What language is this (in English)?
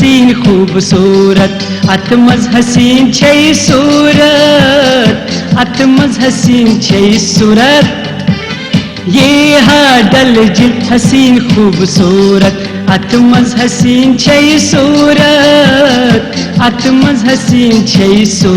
Kashmiri